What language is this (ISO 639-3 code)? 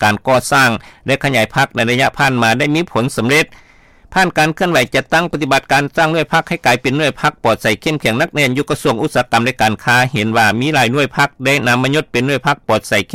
lao